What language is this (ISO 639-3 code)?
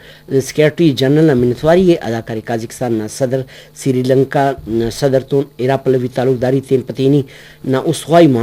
brh